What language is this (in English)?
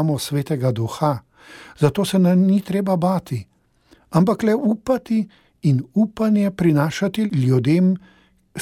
Slovenian